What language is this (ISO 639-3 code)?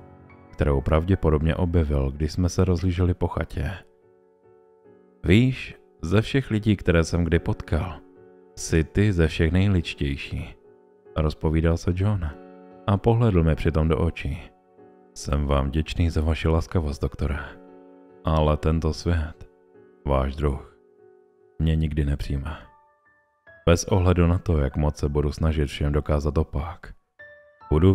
ces